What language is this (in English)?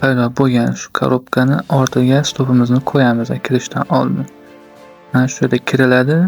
Uzbek